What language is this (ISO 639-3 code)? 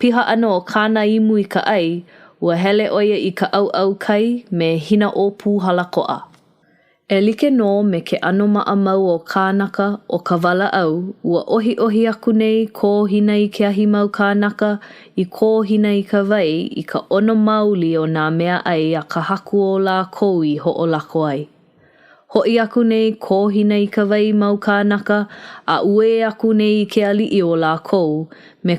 haw